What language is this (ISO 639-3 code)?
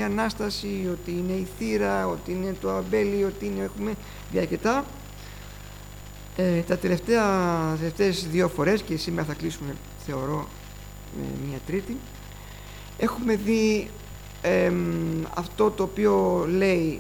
ell